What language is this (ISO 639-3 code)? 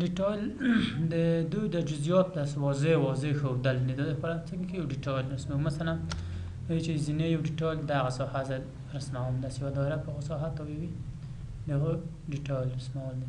pus